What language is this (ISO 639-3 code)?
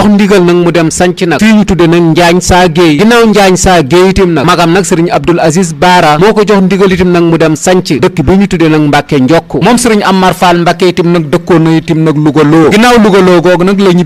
wol